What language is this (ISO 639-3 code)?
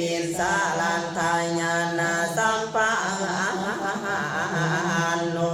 pli